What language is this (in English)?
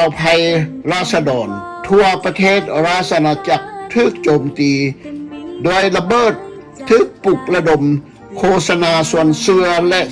Lao